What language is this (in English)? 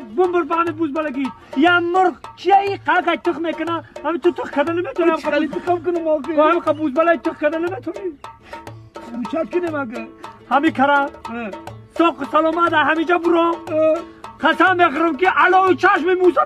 Tajik